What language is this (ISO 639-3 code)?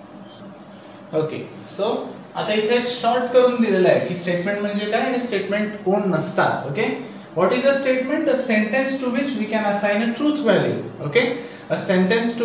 mar